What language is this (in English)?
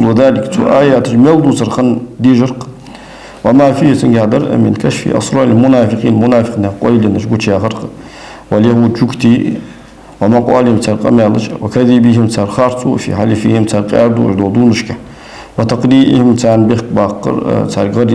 Ingush